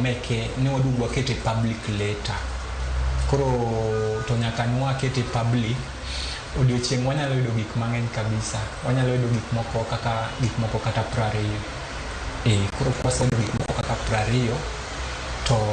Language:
Luo (Kenya and Tanzania)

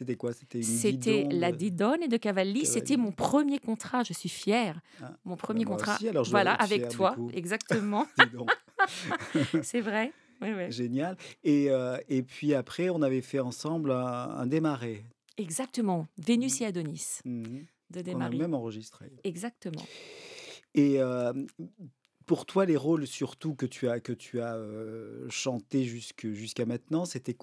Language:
French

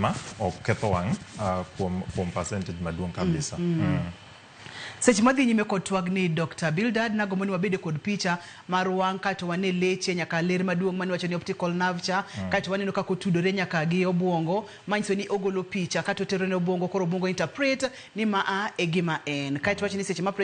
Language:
Luo (Kenya and Tanzania)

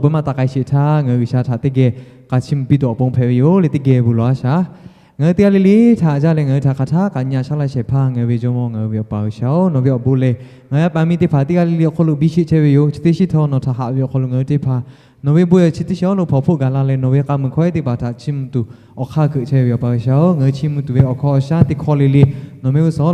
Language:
Lahu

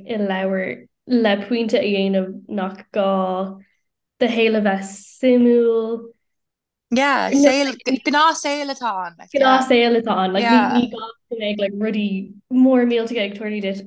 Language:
Irish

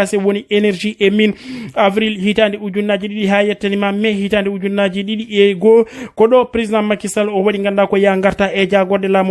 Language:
Fula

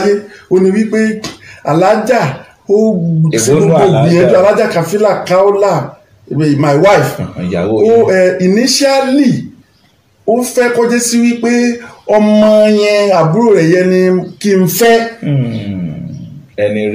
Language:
Yoruba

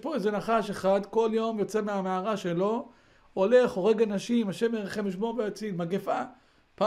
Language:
Hebrew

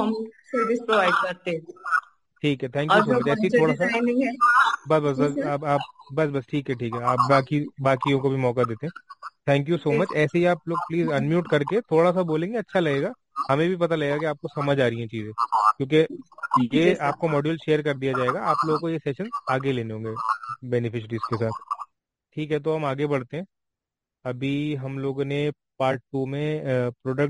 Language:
Hindi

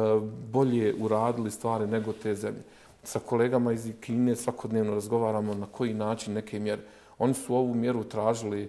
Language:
Bosnian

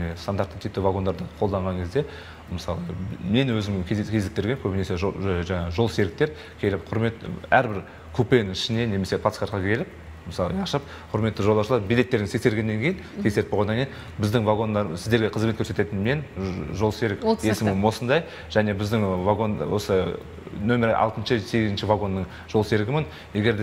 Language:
Kazakh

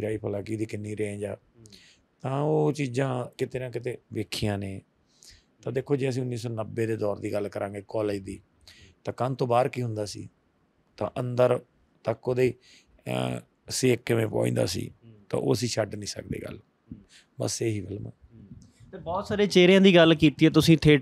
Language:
Punjabi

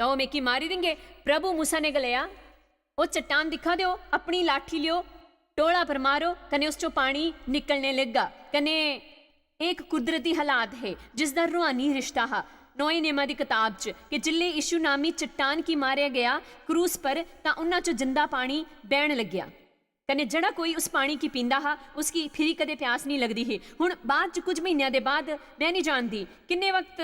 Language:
Dogri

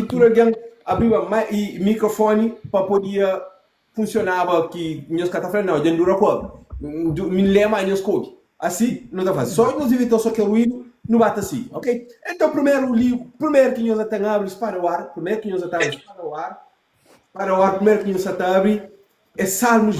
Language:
Kabuverdianu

